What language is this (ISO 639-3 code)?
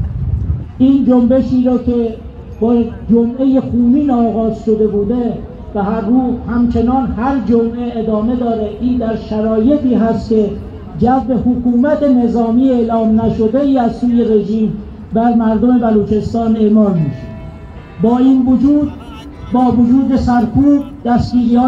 fas